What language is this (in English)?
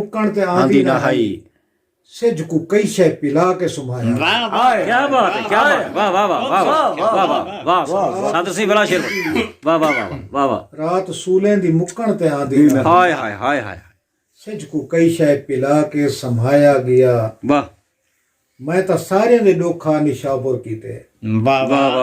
Saraiki